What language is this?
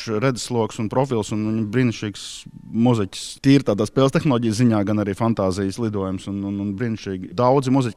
Latvian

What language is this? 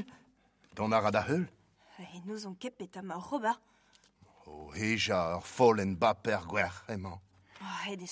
Breton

